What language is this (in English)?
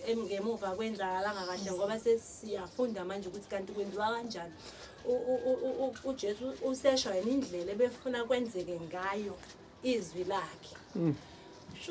Zulu